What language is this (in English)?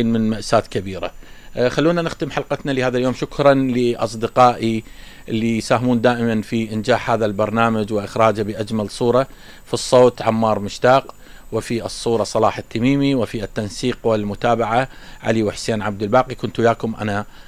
Mesopotamian Arabic